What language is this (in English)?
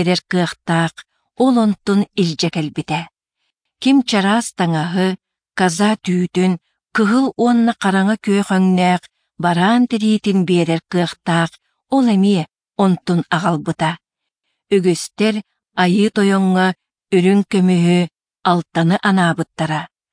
Yakut